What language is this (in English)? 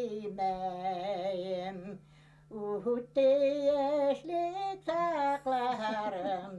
Bashkir